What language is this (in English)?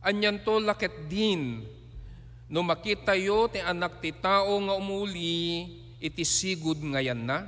Iloko